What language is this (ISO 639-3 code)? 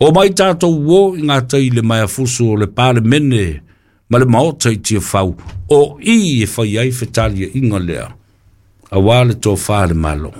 smo